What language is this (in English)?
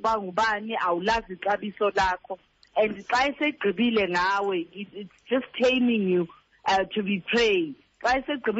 Xhosa